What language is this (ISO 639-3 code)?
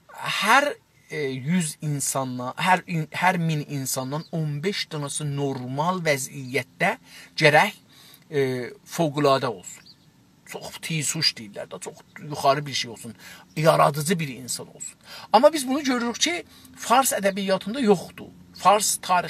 azb